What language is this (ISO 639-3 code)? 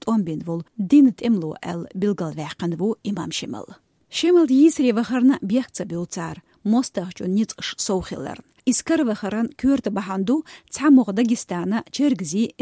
che